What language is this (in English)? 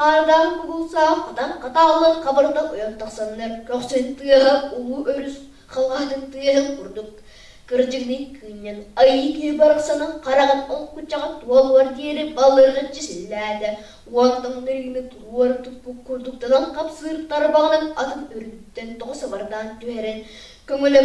Yakut